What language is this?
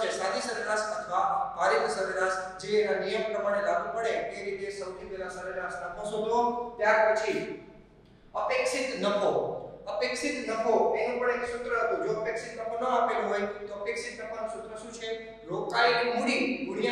Gujarati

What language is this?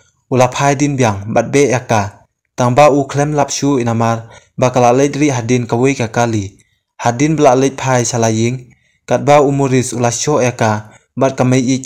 Khasi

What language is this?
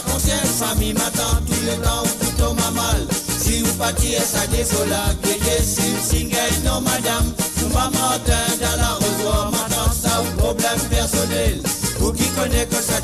Morisyen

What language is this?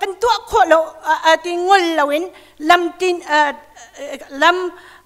Hakha Chin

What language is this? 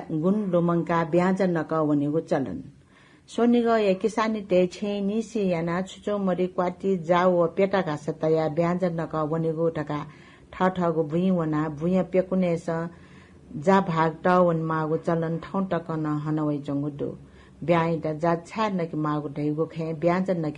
Newari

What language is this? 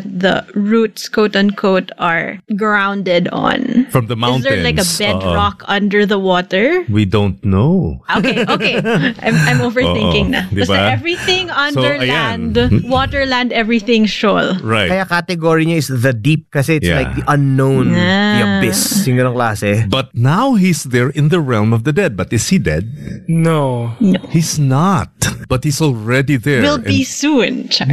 Filipino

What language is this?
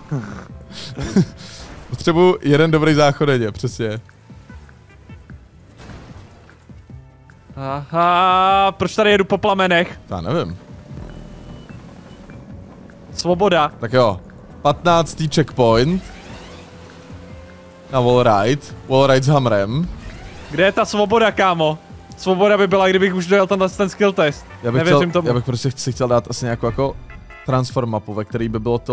Czech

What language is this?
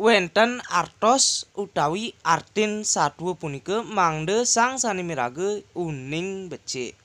Balinese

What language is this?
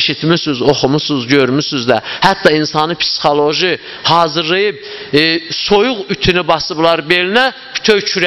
Azerbaijani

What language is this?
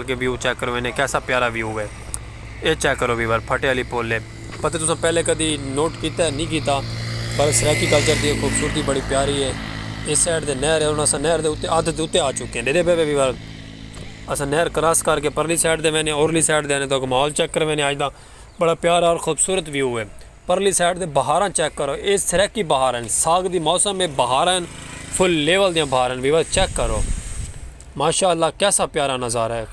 Saraiki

